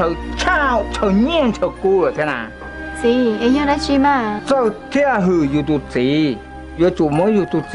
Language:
Hmong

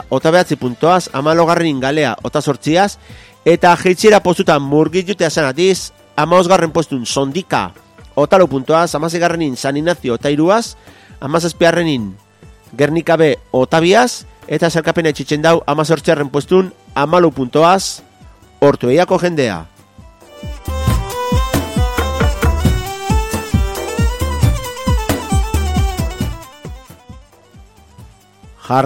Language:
Basque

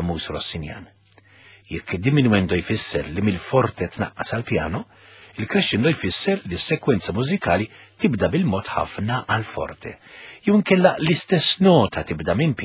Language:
Maltese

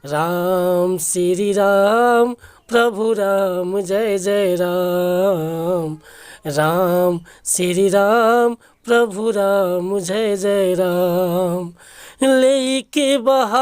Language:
Bhojpuri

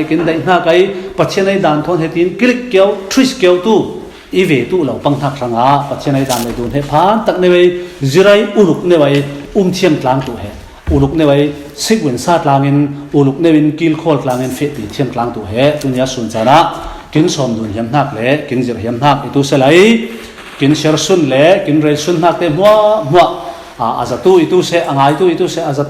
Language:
Falam Chin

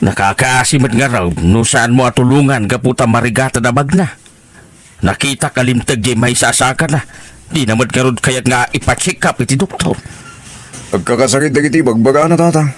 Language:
Iloko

